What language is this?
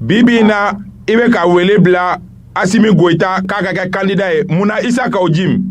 Bambara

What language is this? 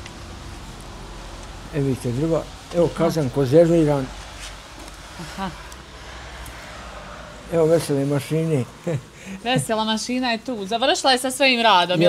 Bosnian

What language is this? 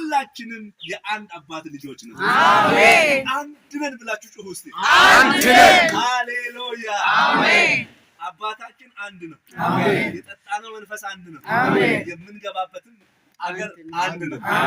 Amharic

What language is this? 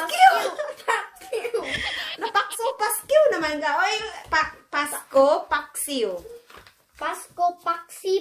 Cebuano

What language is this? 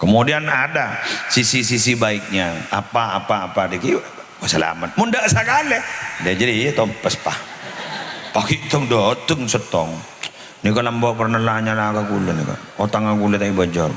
Madurese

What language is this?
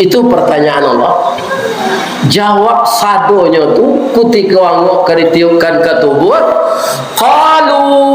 Minangkabau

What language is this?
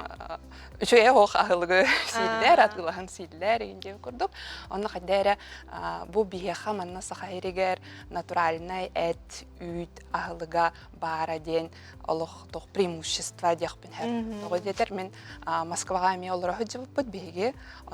Yakut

